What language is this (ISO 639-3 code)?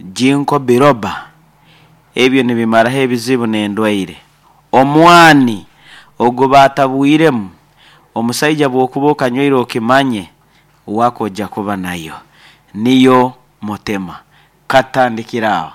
nyn